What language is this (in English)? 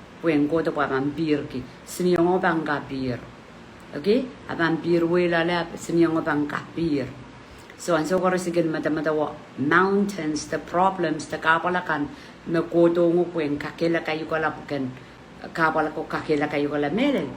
Pohnpeian